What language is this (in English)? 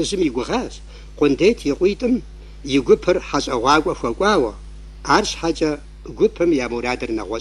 Kabardian